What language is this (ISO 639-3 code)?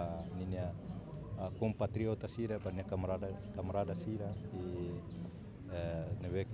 tet